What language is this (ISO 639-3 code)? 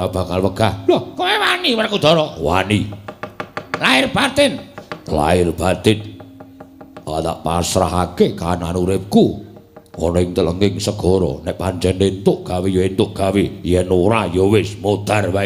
jav